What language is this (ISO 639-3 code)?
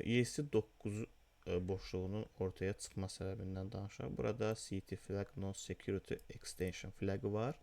aze